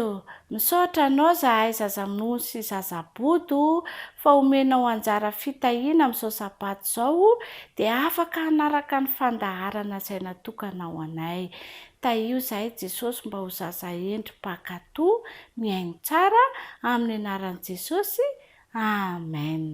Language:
Malagasy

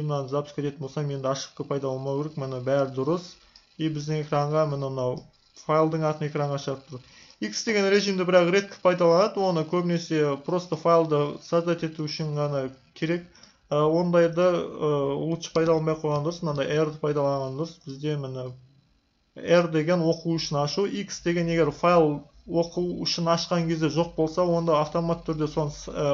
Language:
Kazakh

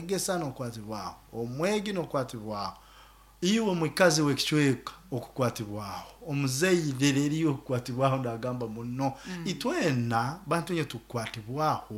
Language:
Nyoro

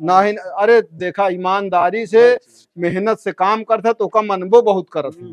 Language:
Awadhi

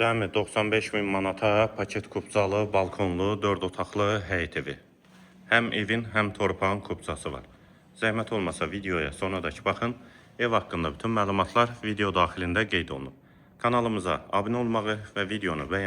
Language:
Azerbaijani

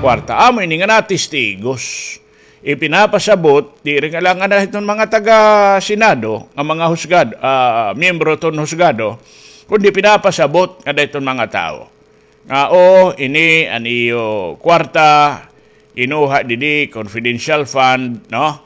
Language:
Waray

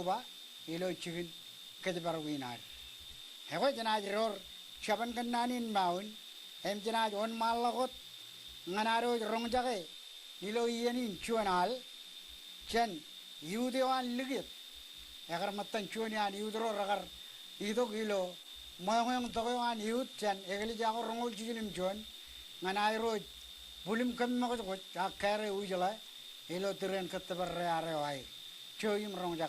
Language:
Marshallese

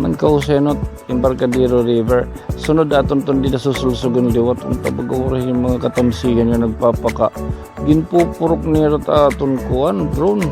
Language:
Waray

